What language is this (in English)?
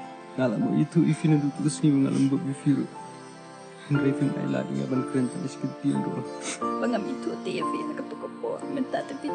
Khasi